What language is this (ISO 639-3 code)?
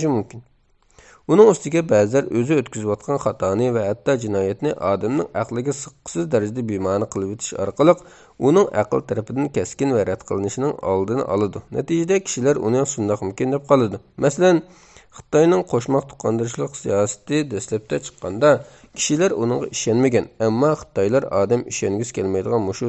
uig